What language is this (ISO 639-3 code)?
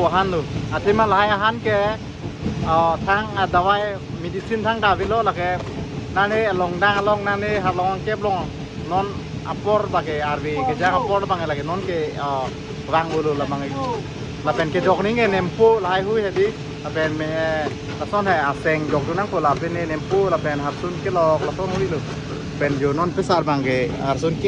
mjw